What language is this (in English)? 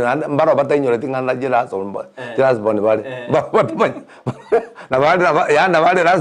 Gusii